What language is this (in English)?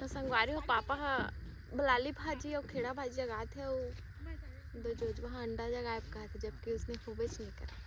Chhattisgarhi